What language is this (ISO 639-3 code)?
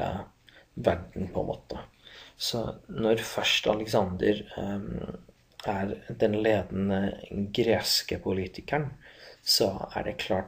nor